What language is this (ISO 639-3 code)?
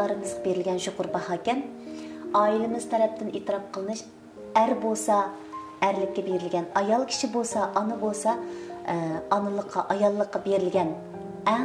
uig